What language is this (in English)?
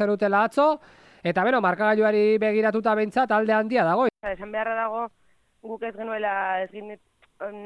Basque